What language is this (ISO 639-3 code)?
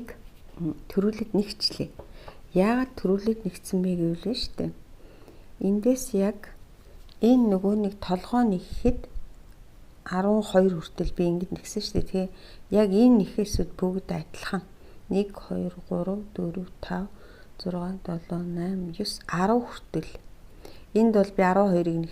mon